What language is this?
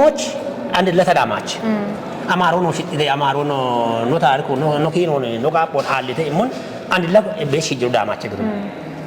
Kafa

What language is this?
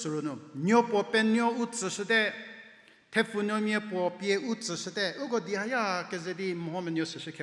Angami Naga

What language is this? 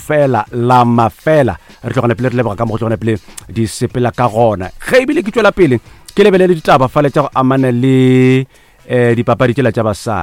Northern Sotho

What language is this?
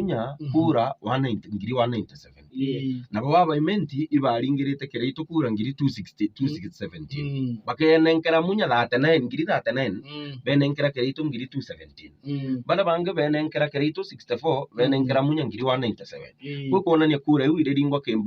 Meru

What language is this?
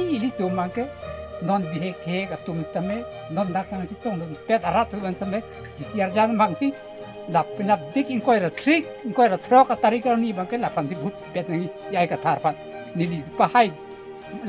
Karbi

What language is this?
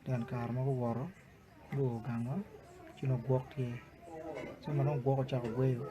Acoli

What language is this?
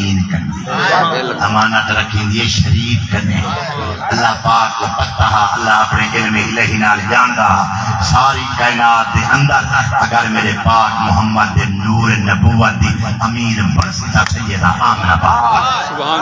Saraiki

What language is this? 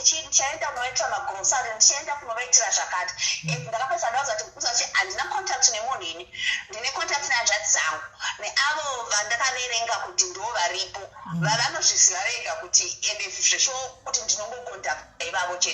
Shona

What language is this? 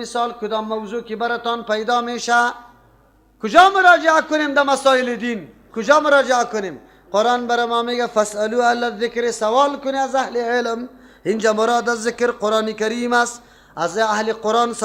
Persian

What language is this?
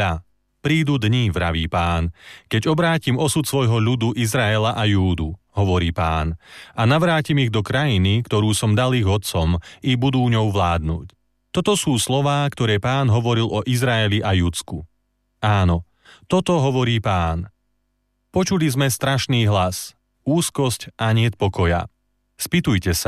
Slovak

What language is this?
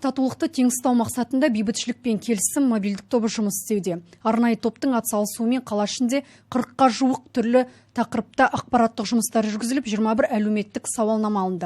Kazakh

